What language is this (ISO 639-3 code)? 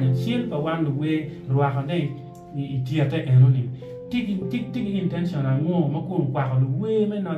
ach